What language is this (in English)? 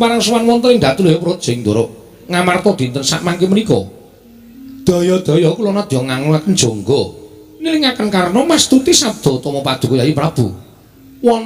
Javanese